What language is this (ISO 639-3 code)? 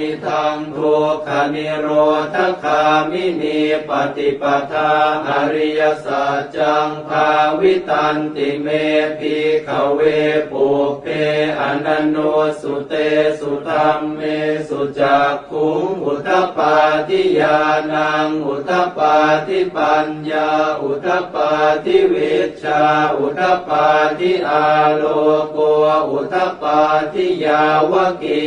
pli